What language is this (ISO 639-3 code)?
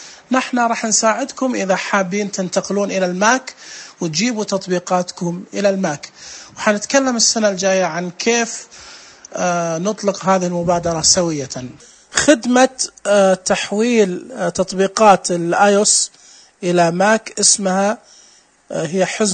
ars